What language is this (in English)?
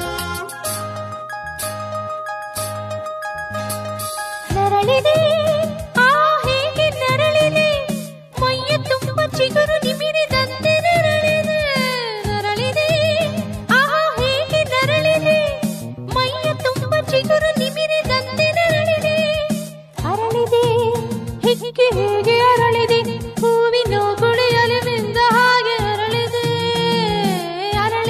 Kannada